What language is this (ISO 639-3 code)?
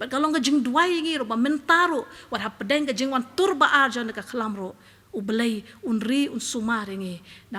kha